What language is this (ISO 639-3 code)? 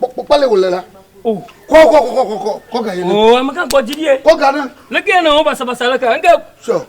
ewe